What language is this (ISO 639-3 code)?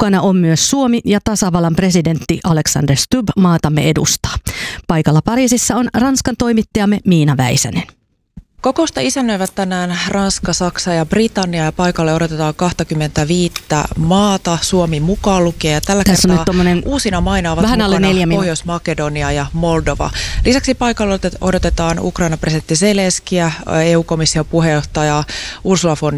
fin